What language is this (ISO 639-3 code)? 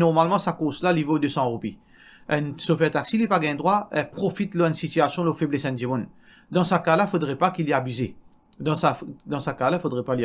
mfe